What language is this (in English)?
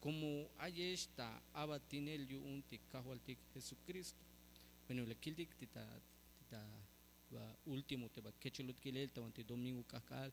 Tzeltal